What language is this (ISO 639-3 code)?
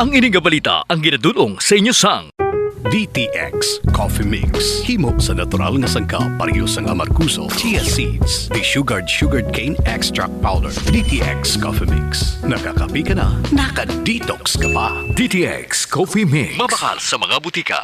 hil